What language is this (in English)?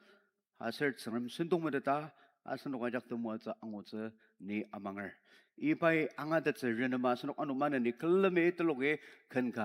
Ao Naga